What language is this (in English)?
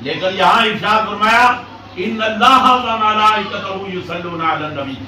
Pahari-Potwari